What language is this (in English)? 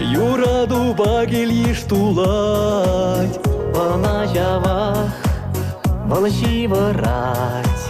Chuvash